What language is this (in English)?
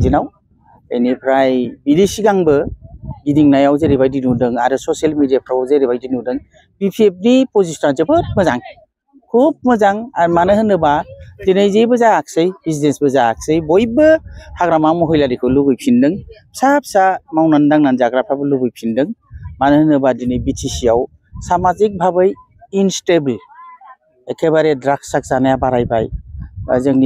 Bodo